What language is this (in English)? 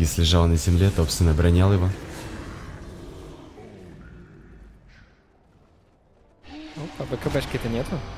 Russian